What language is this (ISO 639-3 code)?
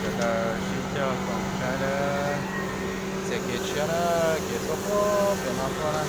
hmn